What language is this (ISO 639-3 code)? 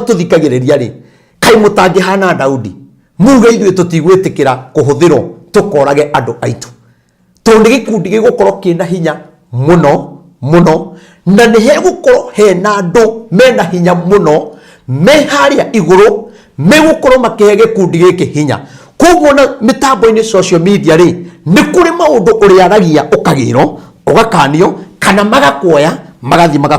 kik